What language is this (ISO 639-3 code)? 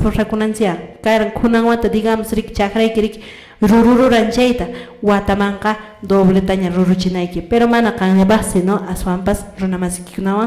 que